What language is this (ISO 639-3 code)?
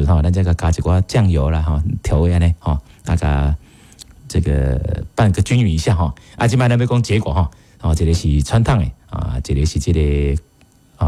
nan